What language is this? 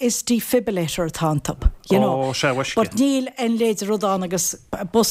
Irish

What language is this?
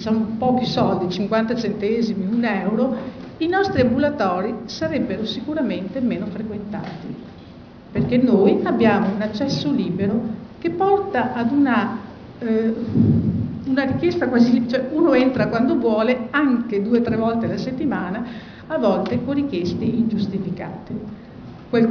Italian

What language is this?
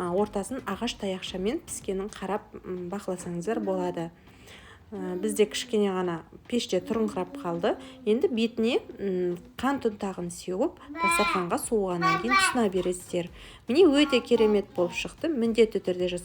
Kazakh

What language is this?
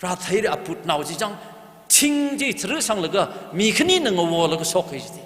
Tangkhul Naga (India)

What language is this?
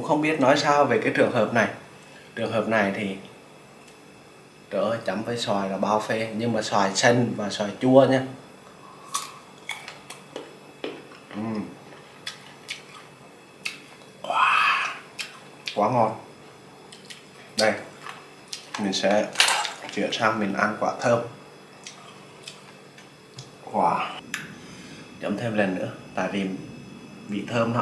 Vietnamese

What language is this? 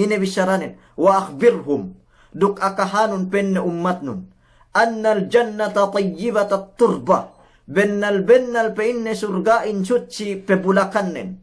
Yakan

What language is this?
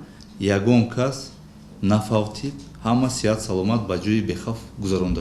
Tajik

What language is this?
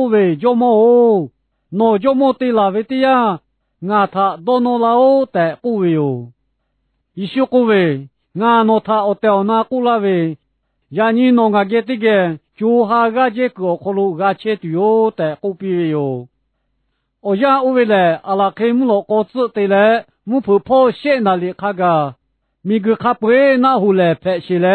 Lahu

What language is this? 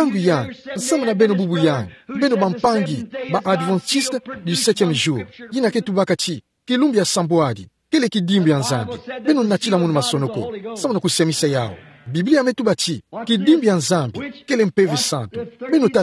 Kituba (Democratic Republic of Congo)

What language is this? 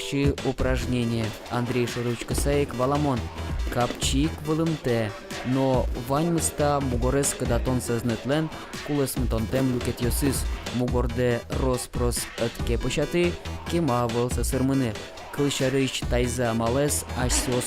Udmurt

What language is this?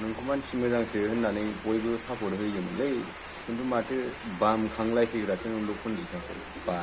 Bodo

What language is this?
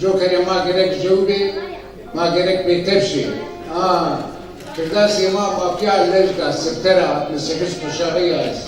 Zaza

